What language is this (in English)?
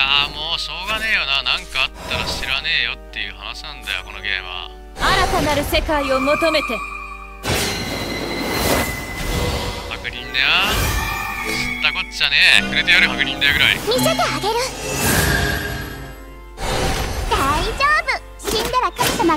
Japanese